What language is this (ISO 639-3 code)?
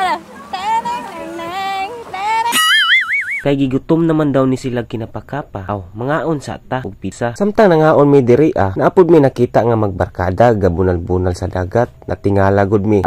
ceb